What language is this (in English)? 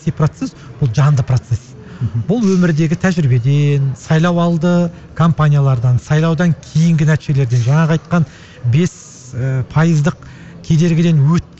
Kazakh